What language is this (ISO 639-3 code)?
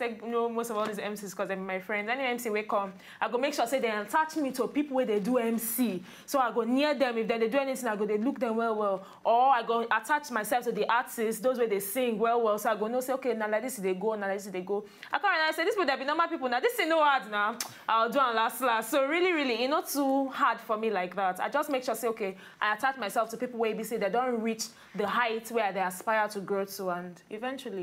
pcm